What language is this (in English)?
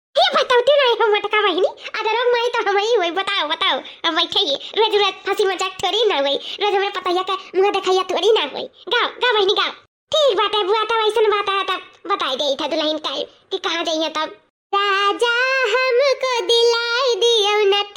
Awadhi